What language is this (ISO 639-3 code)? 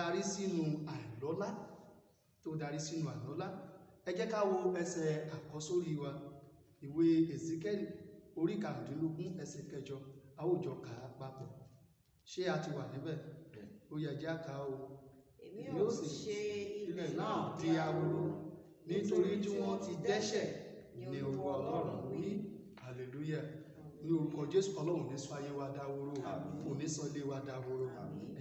yor